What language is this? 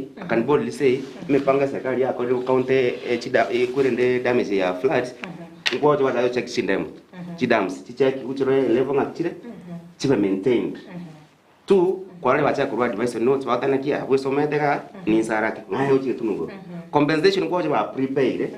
Gusii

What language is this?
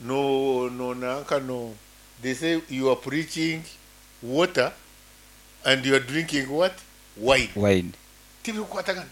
Nyankole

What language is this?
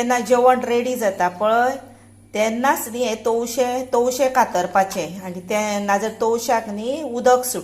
Konkani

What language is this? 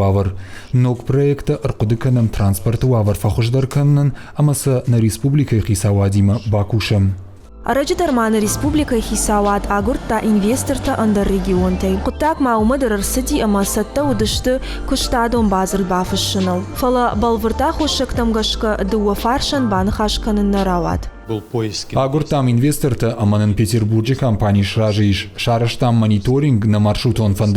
Ossetic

